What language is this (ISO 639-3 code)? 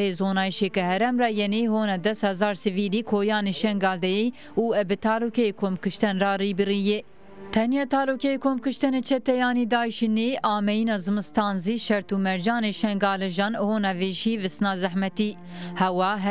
zza